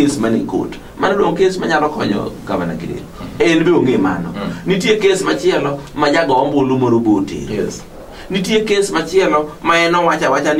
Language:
Luo (Kenya and Tanzania)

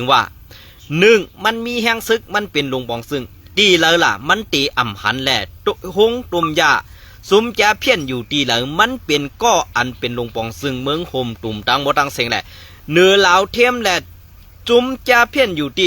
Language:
Shan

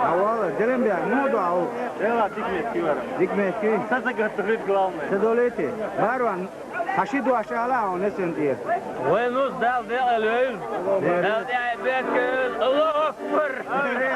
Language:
Chechen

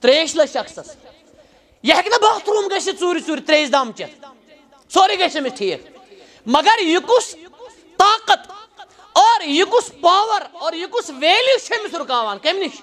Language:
Kashmiri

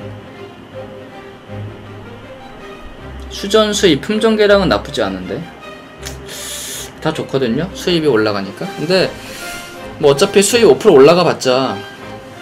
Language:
Korean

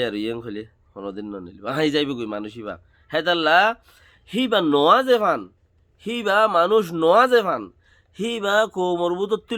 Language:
Rohingya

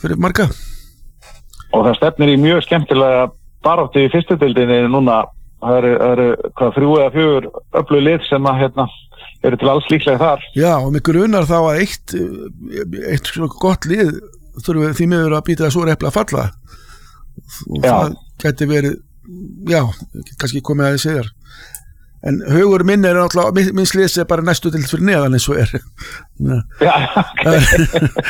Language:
Icelandic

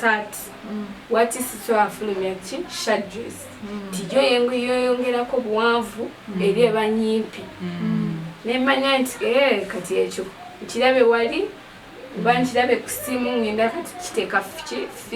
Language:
Ganda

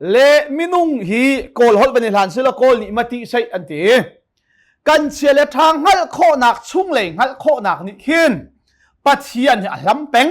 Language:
Hakha Chin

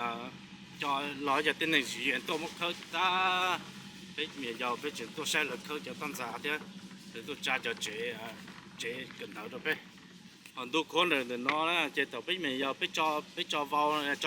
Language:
Hmong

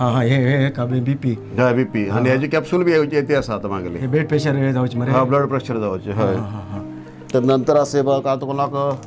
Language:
Konkani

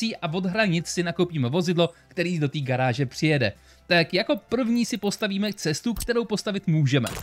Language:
Czech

